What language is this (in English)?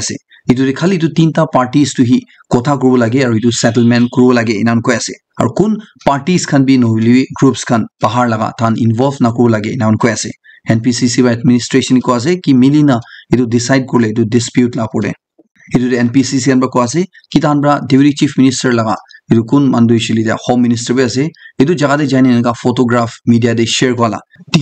Naga Pidgin